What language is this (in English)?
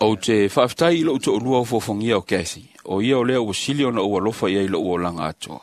Samoan